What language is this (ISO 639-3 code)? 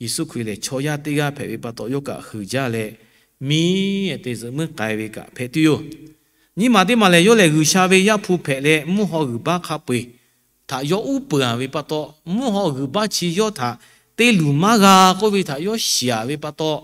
lhu